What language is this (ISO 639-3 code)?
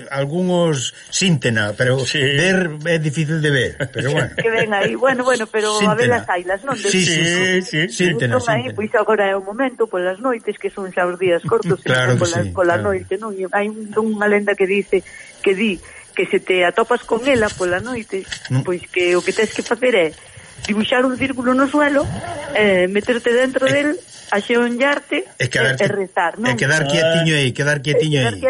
glg